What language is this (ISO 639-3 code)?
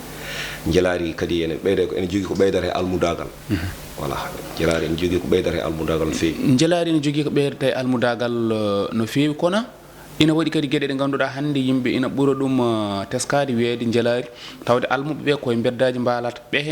ful